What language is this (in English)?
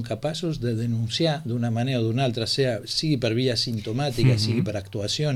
Catalan